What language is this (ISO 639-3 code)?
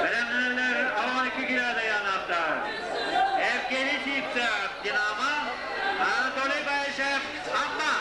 sah